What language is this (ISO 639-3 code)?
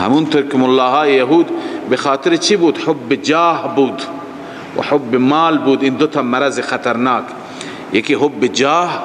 fas